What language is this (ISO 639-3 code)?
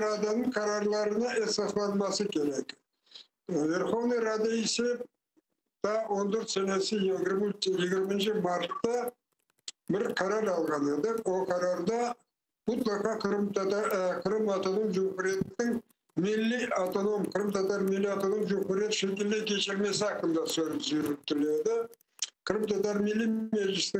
crh